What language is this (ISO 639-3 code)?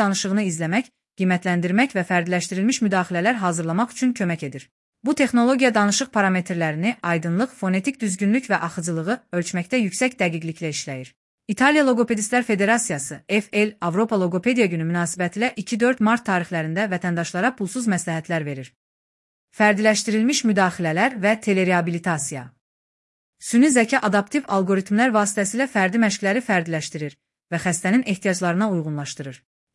aze